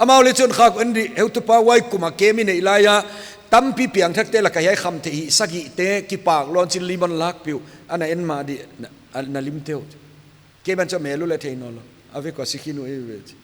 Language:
Paite Chin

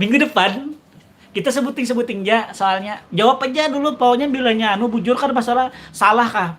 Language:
Banjar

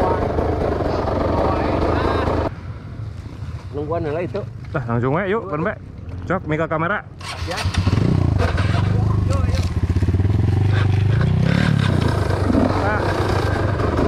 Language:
Indonesian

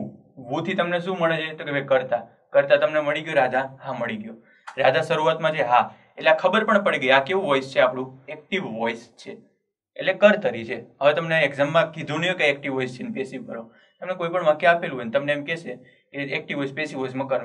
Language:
Gujarati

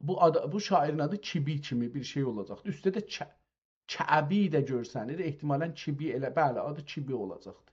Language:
South Azerbaijani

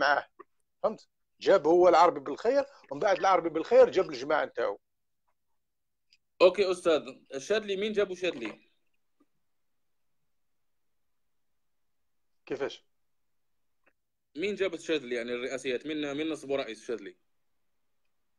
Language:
Algerian Arabic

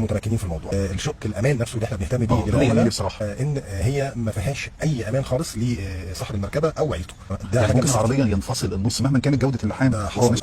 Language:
Egyptian Arabic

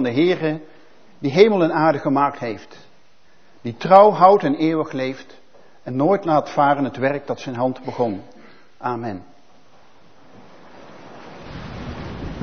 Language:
Dutch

